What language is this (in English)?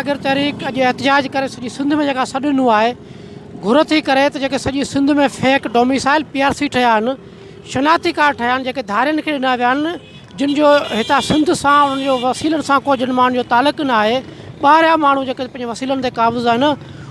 Sindhi